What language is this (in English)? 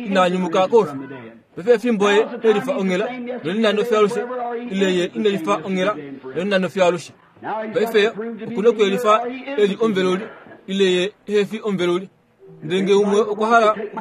Kuanyama